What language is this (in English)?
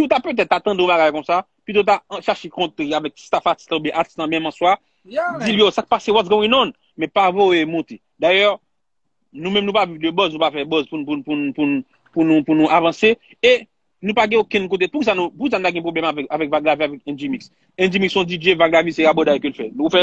Haitian Creole